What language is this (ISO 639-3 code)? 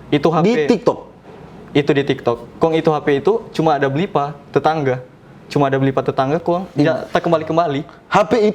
xmm